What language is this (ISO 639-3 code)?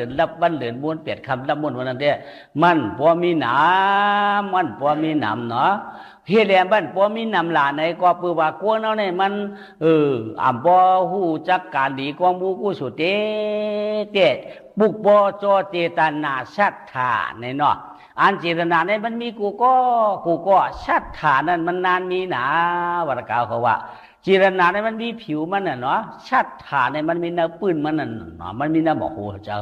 shn